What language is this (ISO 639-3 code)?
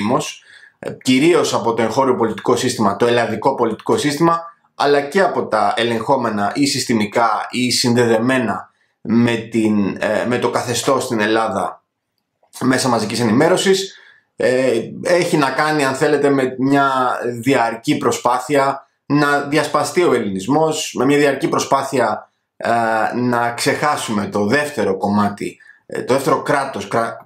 ell